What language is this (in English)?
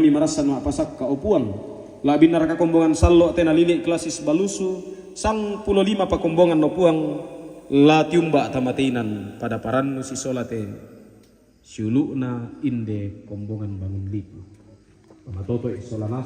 Toraja-Sa'dan